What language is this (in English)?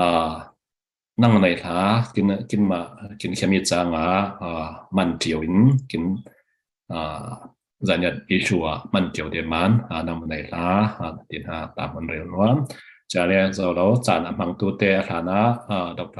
Falam Chin